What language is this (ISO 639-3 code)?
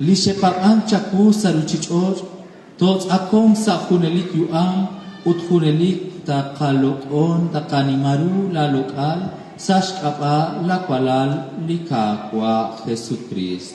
kek